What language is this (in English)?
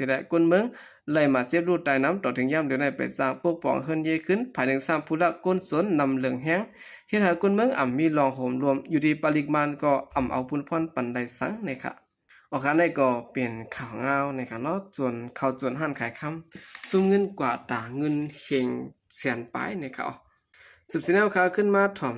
Shan